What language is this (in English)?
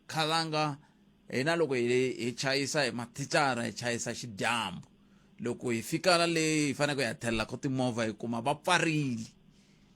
Tsonga